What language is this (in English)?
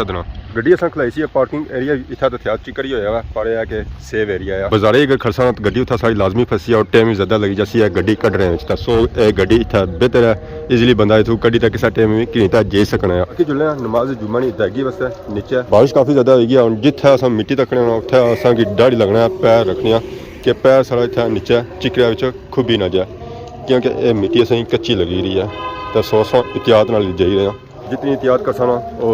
Pahari-Potwari